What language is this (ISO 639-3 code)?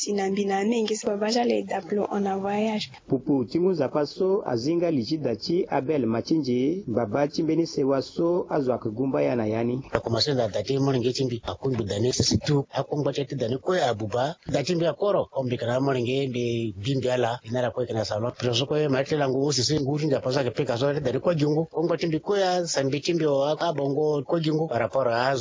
sag